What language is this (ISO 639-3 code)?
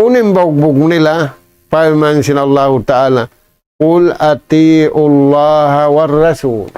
tsg